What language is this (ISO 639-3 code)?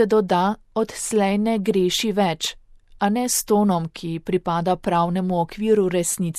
slv